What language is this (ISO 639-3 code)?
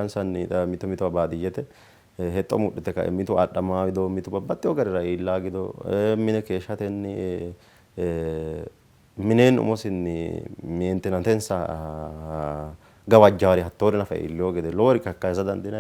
sid